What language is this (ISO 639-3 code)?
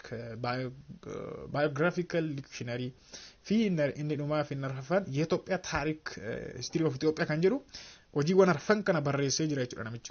orm